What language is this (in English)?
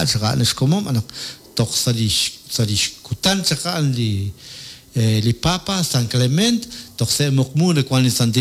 Kekchí